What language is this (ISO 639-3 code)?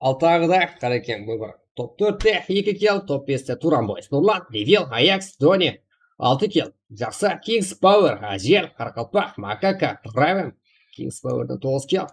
kaa